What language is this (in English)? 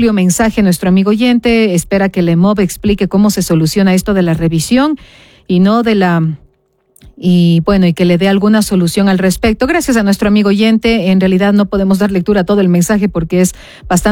Spanish